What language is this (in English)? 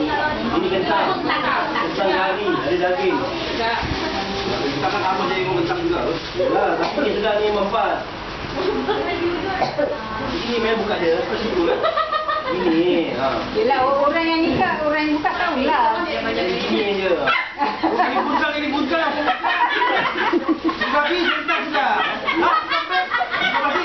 Malay